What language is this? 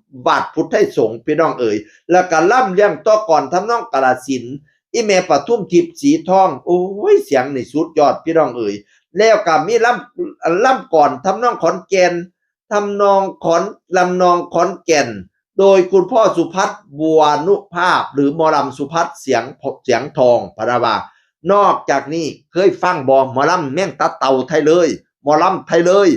Northeastern Thai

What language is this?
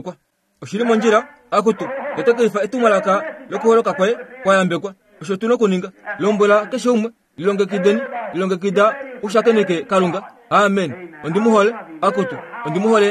Kuanyama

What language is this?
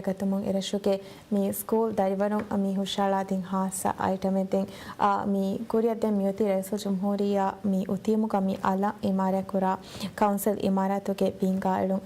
Divehi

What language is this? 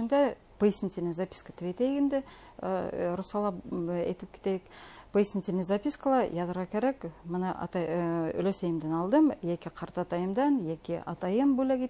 Bashkir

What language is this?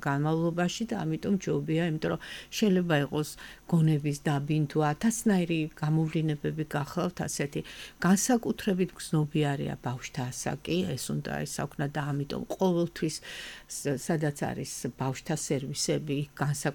Georgian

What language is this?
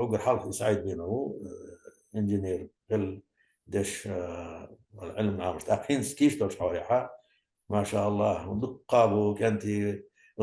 Chechen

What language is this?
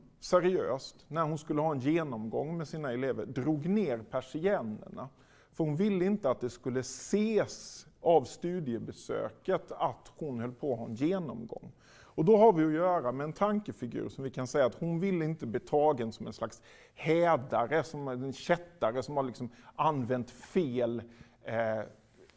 Swedish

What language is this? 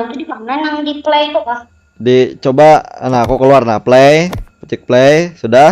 Banjar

